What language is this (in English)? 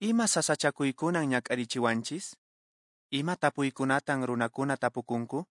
Quechua